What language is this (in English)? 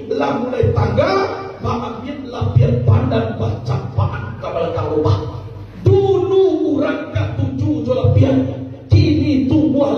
Minangkabau